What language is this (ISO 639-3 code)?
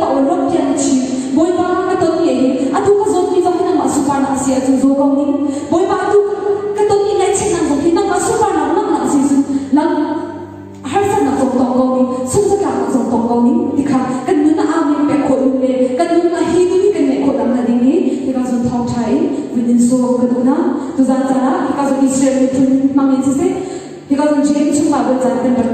cnh